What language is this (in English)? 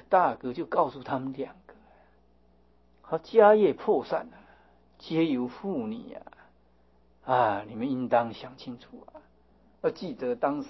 Chinese